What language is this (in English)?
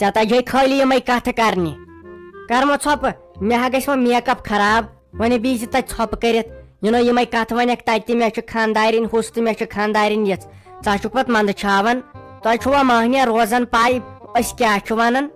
Kashmiri